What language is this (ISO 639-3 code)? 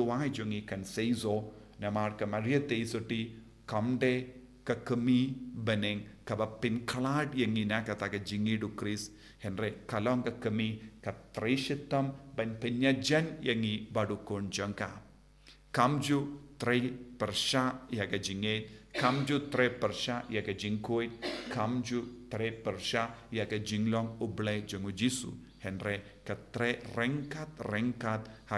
kha